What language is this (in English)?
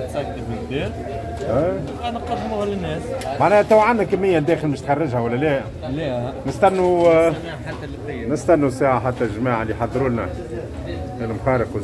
Tunisian Arabic